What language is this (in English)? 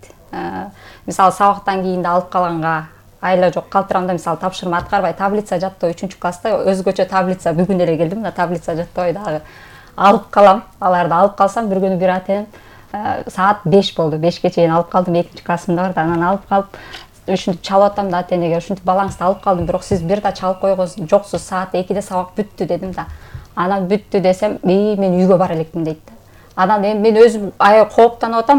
Kyrgyz